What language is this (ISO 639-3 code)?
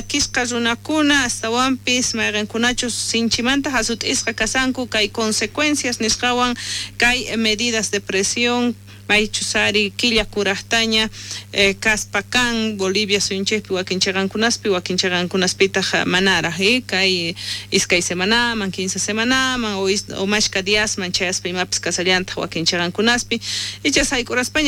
quh